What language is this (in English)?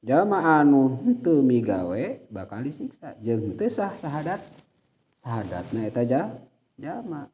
Sundanese